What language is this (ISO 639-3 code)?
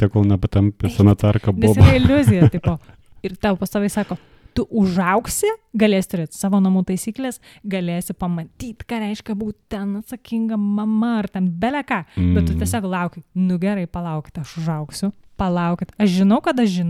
lit